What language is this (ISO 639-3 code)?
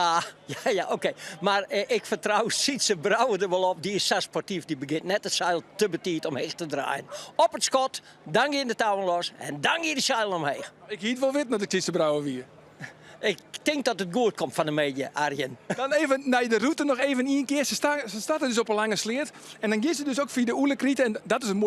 fry